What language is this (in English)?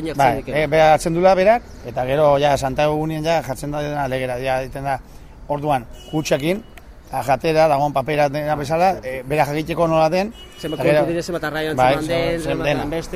Basque